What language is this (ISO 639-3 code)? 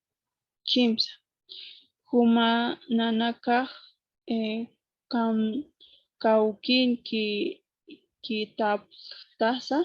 aym